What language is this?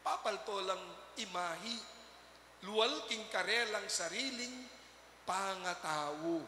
Pampanga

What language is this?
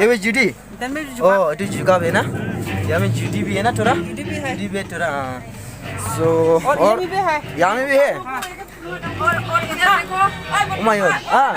Dimasa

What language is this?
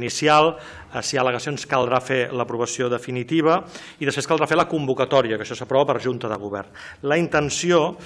Catalan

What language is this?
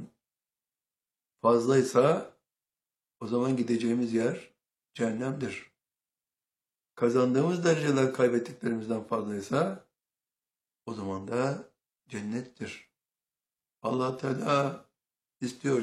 Turkish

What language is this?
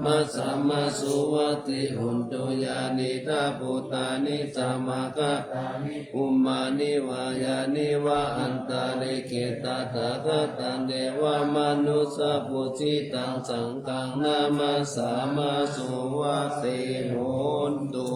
Pali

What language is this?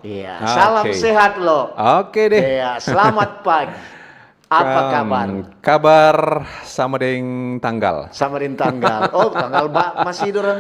Manado Malay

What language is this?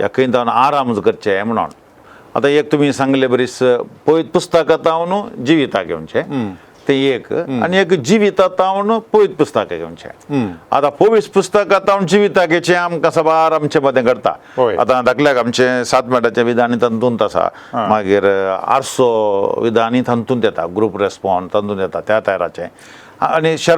Konkani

